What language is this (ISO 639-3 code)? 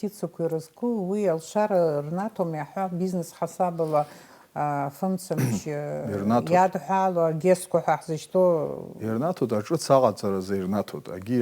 abk